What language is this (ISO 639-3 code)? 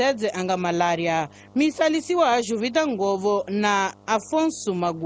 tso